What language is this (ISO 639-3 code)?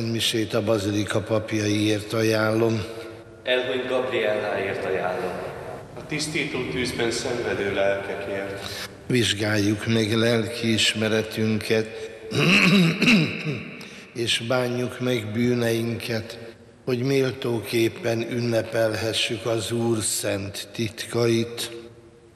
hun